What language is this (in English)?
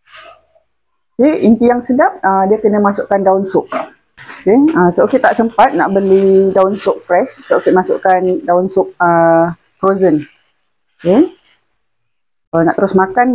Malay